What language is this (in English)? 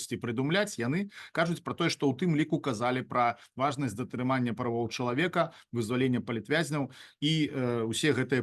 Belarusian